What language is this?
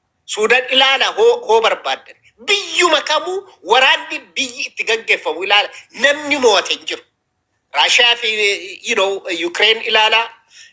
Oromo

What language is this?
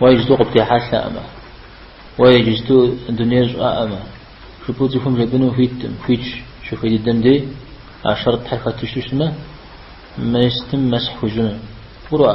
Kabardian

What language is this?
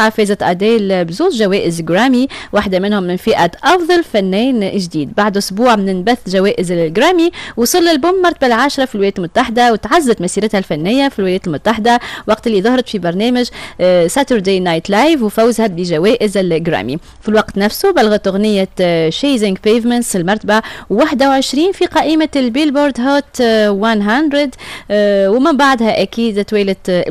Tunisian Arabic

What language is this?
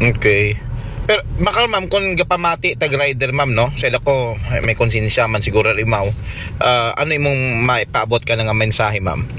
Aklanon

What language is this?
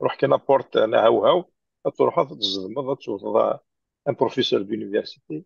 Kabyle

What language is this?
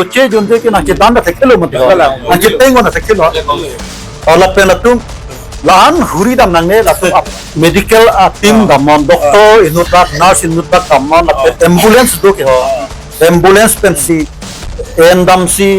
Karbi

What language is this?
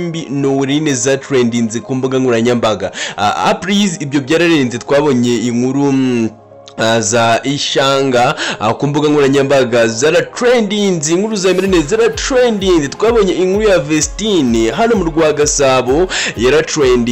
Kinyarwanda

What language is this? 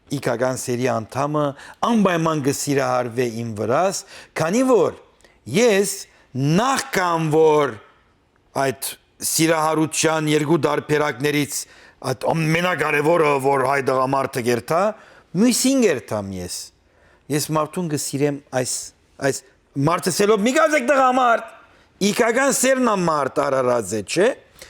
Western Armenian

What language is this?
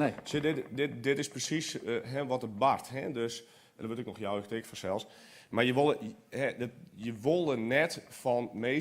Western Frisian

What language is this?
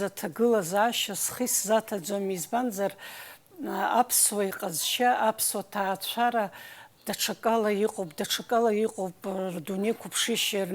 Abkhazian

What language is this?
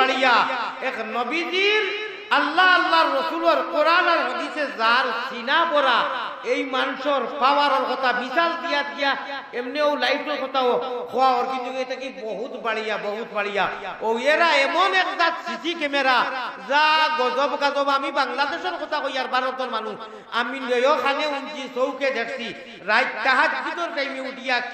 Sylheti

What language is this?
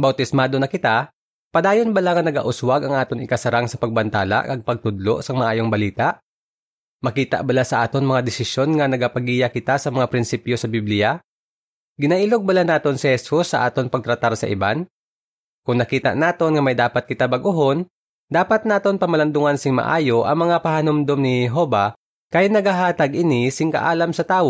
Hiligaynon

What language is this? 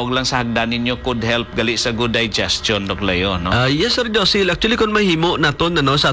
Hiligaynon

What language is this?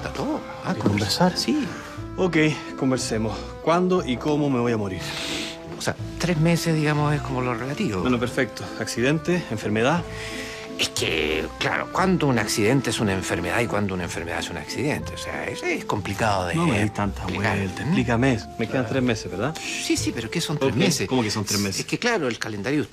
Spanish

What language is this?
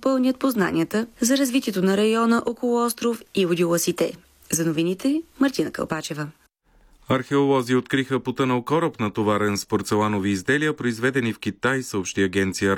Bulgarian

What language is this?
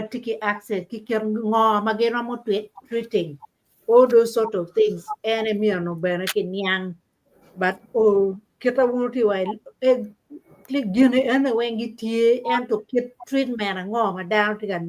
Acoli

